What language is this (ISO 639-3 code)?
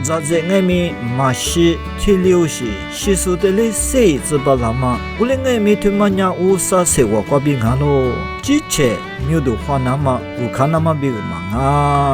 lis